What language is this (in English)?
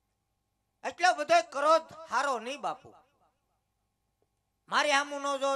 Gujarati